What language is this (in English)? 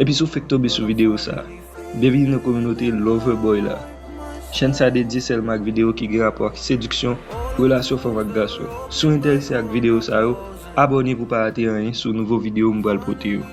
Haitian Creole